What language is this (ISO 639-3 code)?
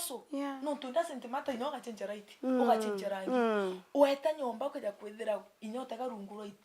mer